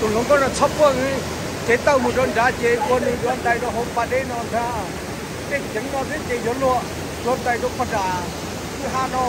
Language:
Hmong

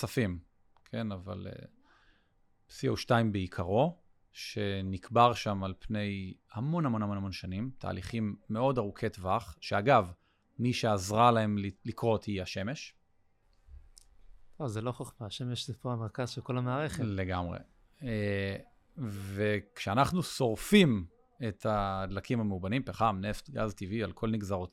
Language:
Hebrew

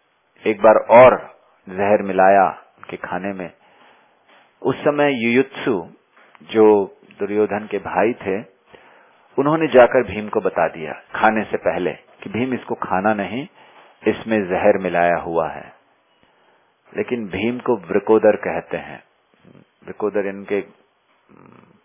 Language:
Hindi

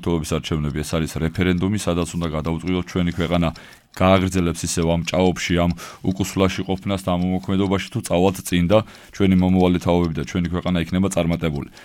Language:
Georgian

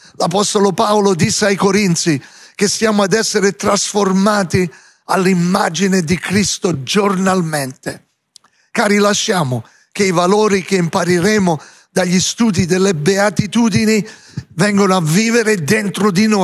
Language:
Italian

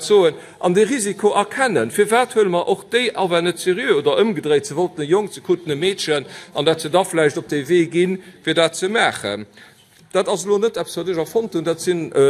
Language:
Luxembourgish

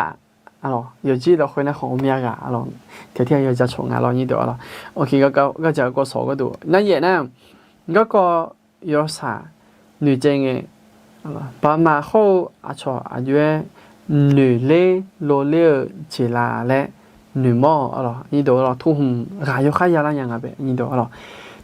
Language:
Akha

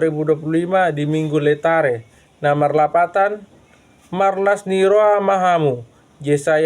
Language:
Batak Toba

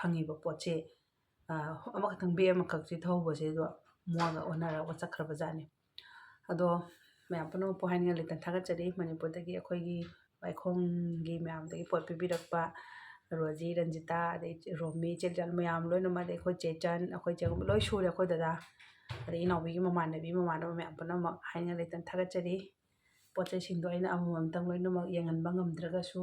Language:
Manipuri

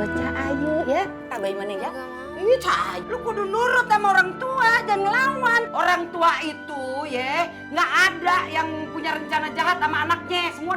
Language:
Betawi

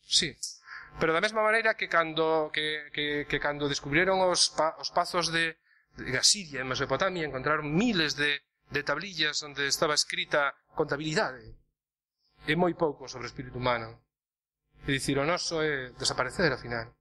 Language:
Galician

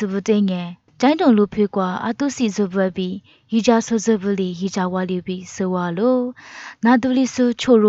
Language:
Lisu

